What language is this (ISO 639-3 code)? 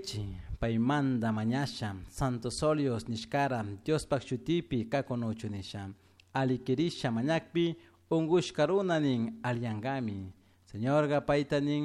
qug